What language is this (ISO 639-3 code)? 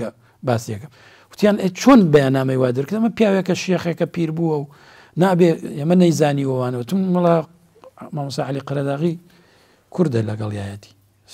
ckb